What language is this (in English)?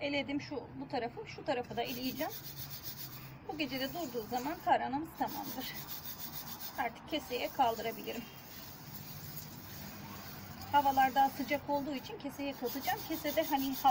Turkish